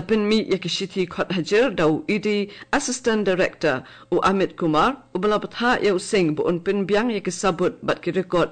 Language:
Khasi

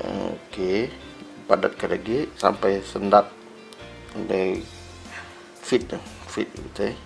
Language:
Iban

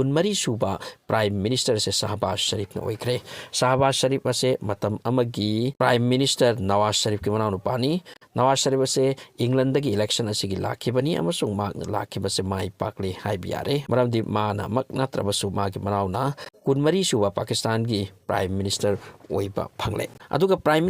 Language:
Manipuri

